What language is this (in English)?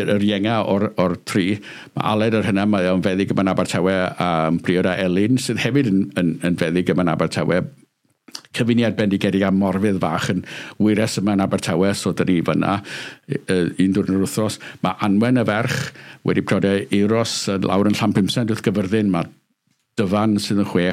Welsh